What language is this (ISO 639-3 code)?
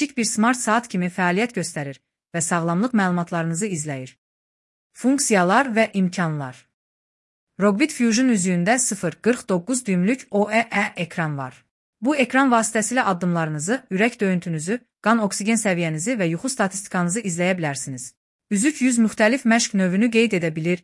aze